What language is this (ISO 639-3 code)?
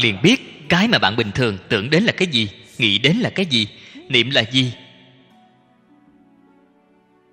vie